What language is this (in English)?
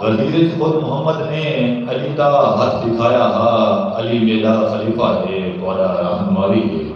Saraiki